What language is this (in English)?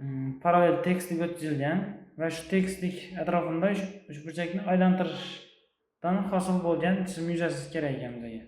Uzbek